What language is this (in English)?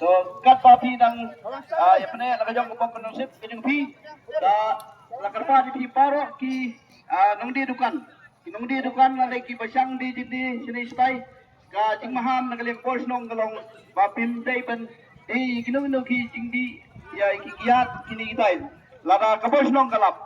Khasi